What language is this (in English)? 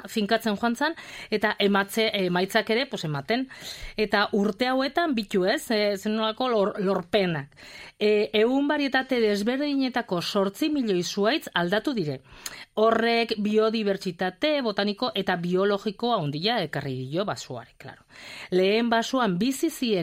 Basque